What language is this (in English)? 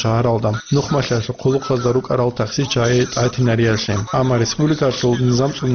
Avaric